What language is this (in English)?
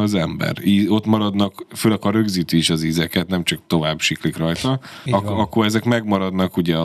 Hungarian